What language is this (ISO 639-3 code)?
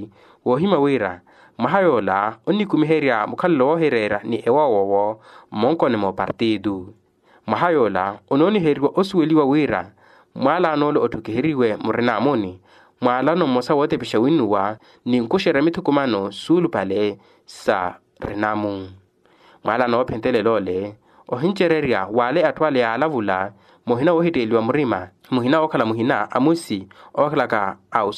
vmw